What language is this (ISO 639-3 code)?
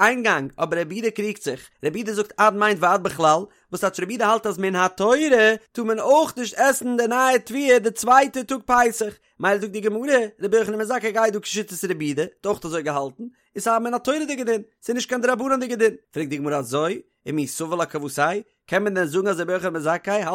yid